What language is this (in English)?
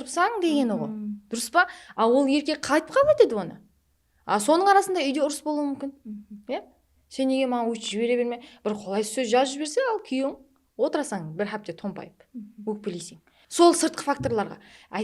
Kara-Kalpak